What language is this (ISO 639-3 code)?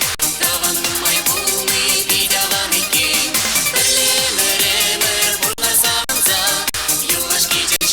chv